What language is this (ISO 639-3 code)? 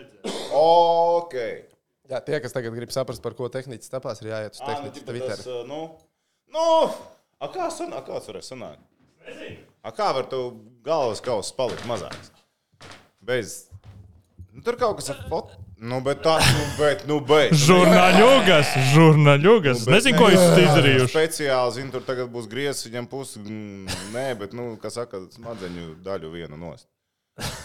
lav